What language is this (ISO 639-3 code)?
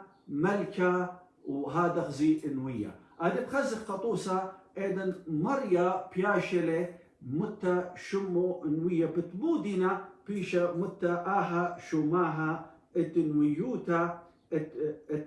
aii